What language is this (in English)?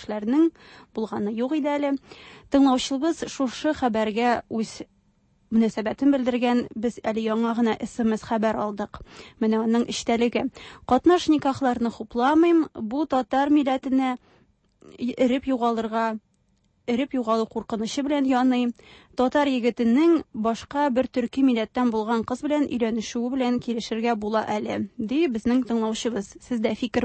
Tatar